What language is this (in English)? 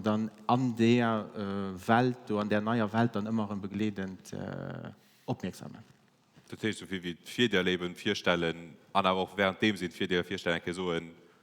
Luxembourgish